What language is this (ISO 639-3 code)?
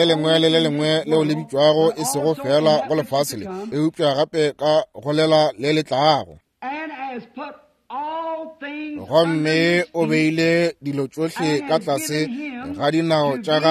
nso